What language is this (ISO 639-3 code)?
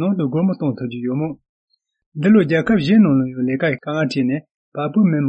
bod